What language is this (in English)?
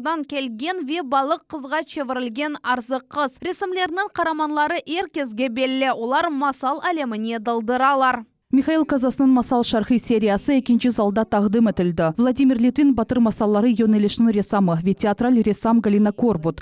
Crimean Tatar